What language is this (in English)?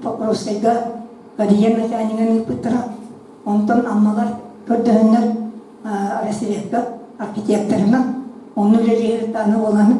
Yakut